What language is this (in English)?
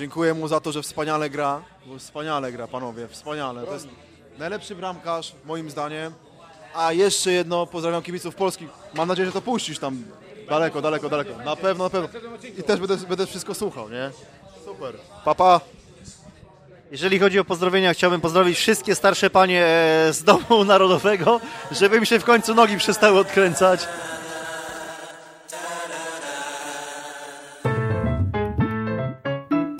Polish